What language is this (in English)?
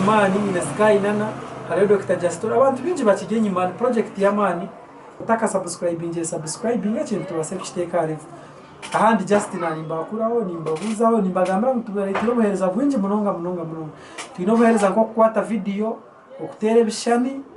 Nyankole